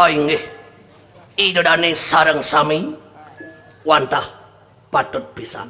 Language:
Balinese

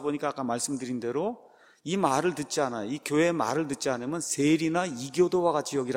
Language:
Korean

